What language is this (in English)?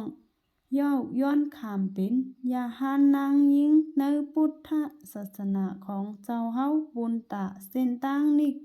Shan